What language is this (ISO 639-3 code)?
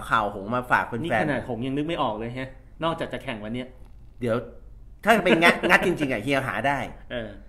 tha